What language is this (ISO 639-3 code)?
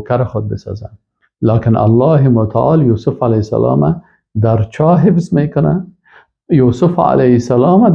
fas